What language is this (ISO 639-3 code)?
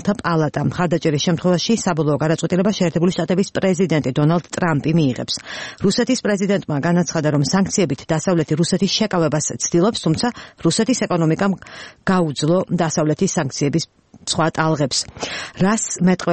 kat